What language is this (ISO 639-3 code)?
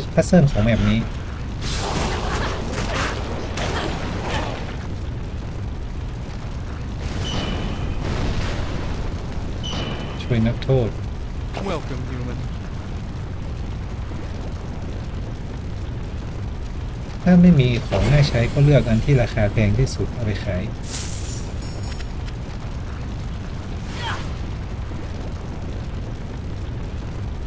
tha